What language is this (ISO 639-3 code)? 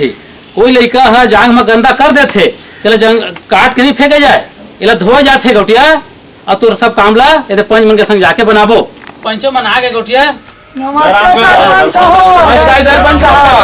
hne